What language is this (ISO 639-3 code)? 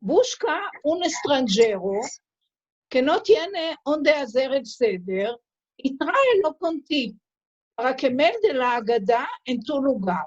lad